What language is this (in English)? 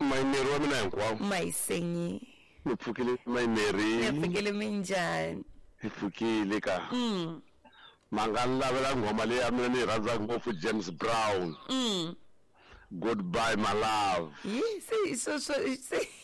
Tsonga